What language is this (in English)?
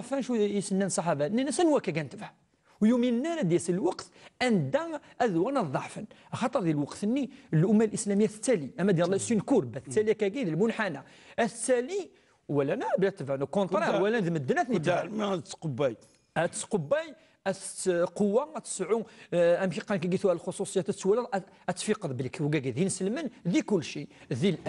Kabyle